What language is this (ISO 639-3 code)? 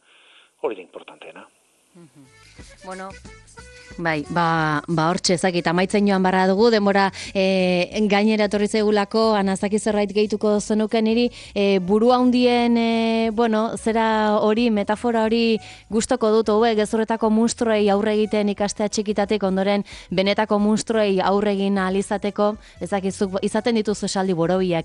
eus